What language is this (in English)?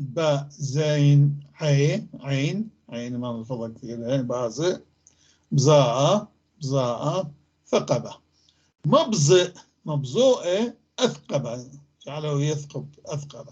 North Levantine Arabic